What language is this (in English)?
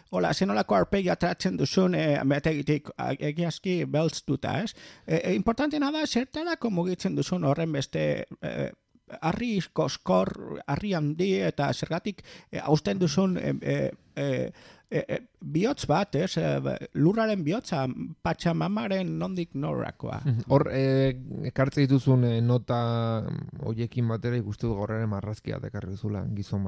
Basque